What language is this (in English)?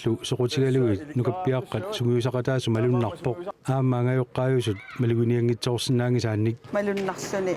Kalaallisut